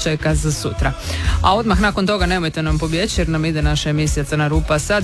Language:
Croatian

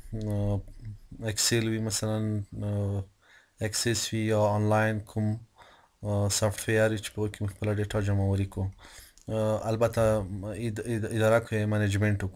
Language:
Pashto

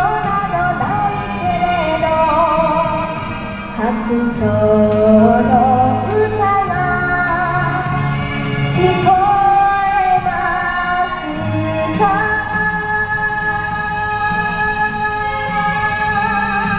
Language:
Japanese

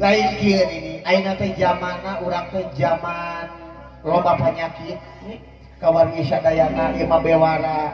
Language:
Sundanese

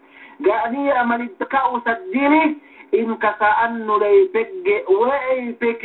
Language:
Yakan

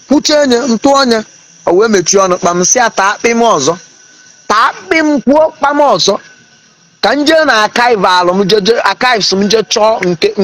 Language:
Igbo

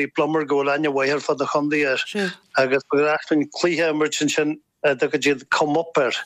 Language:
Irish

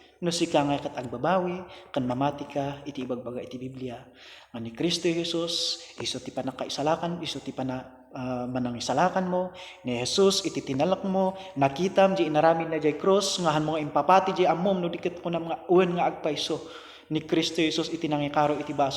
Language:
Iloko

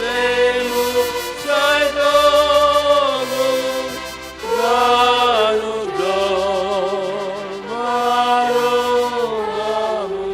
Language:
Batak Simalungun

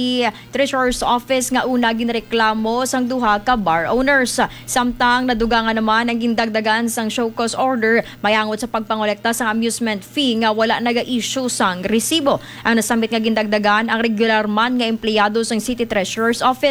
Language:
Hiligaynon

